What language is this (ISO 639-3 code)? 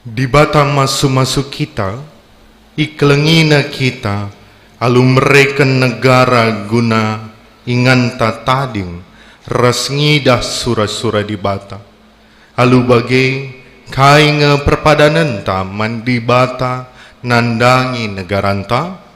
btx